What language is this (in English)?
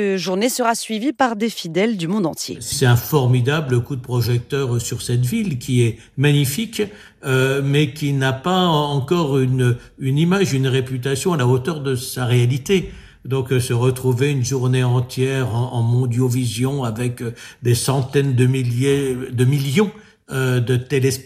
French